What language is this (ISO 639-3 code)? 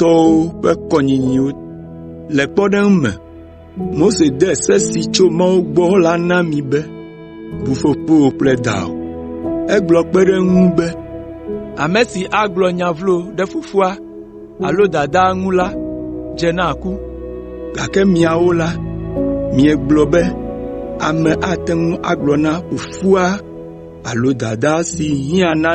ewe